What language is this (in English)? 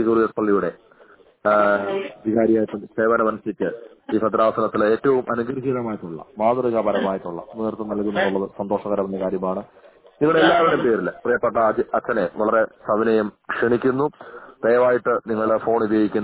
Malayalam